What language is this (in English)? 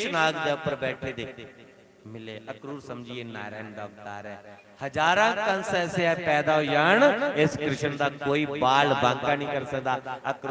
Dogri